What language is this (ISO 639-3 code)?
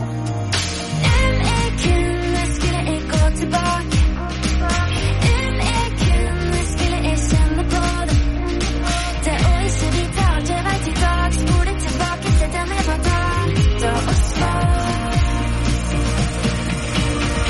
nor